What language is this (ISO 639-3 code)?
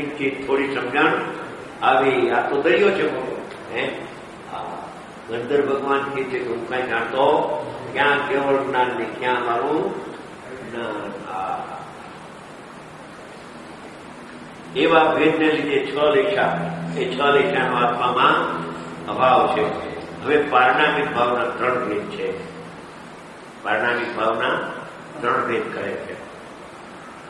guj